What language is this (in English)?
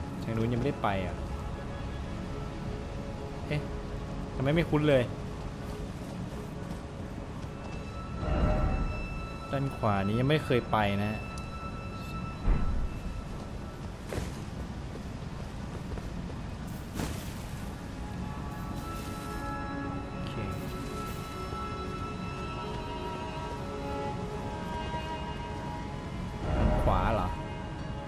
Thai